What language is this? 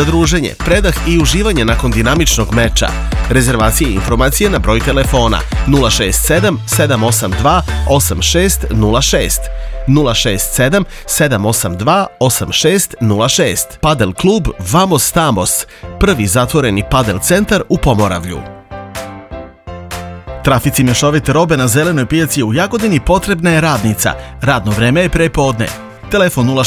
Serbian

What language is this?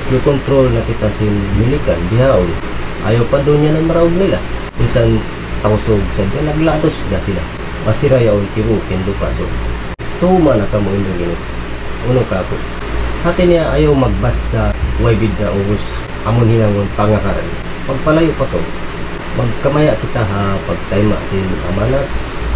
Tausug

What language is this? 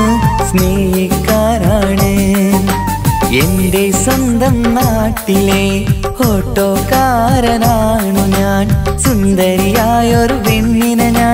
Malayalam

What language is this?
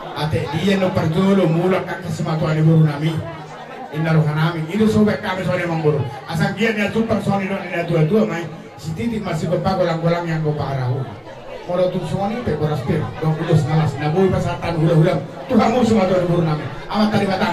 Batak Toba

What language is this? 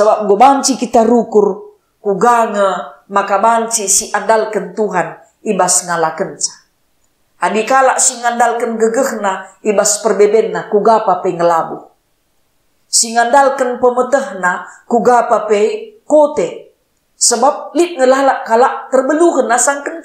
Batak Karo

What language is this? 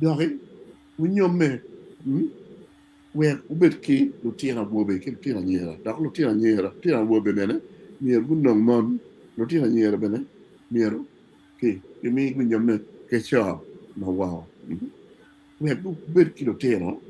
Acoli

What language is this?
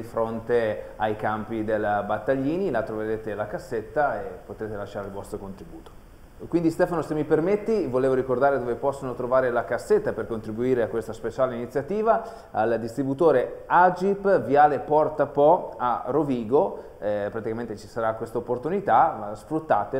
Italian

